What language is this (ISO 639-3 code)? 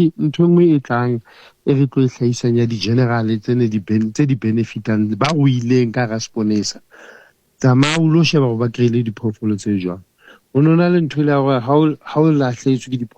sot